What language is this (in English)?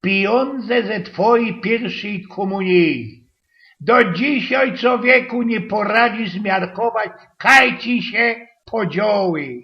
Silesian